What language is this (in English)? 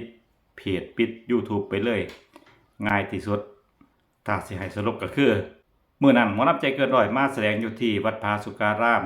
Lao